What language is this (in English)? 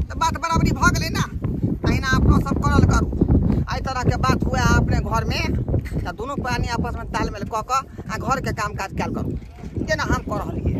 Maithili